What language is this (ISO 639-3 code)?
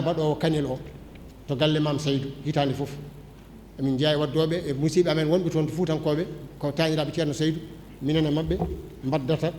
ful